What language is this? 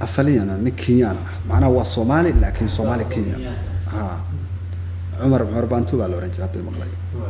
Somali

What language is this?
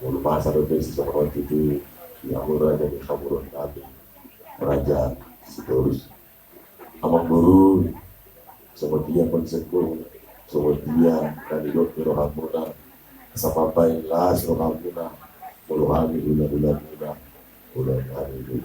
Batak Toba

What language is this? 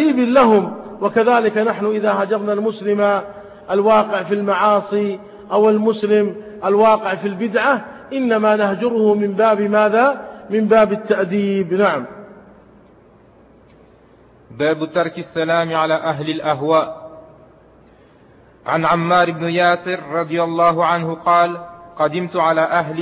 Arabic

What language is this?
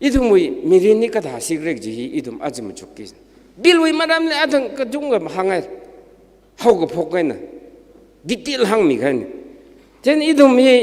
Tangkhul Naga (India)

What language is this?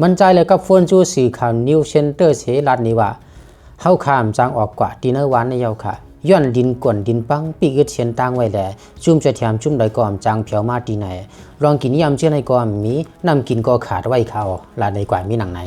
Lao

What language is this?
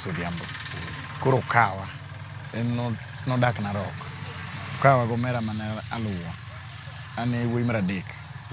Luo (Kenya and Tanzania)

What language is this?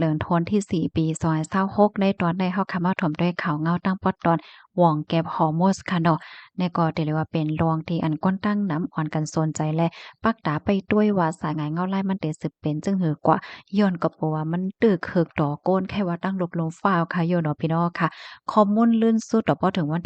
Shan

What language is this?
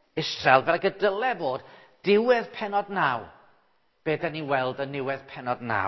Welsh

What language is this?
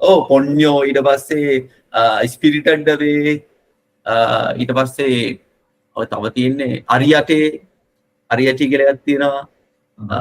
Sinhala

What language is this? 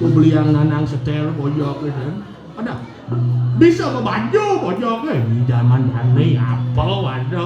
Balinese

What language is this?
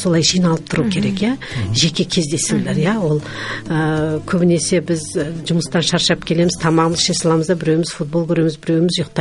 Kazakh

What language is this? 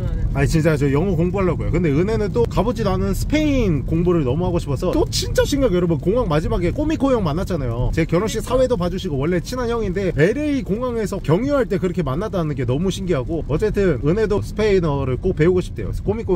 Korean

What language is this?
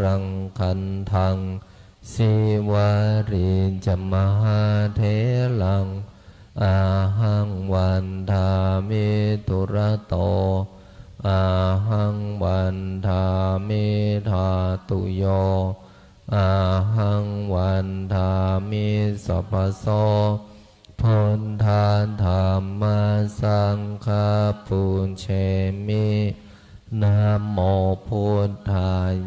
Pali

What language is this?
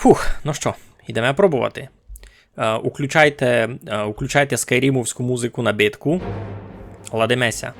Rusyn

